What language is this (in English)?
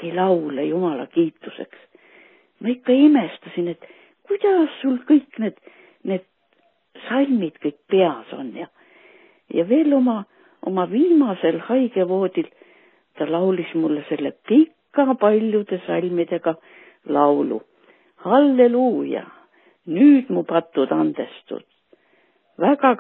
Estonian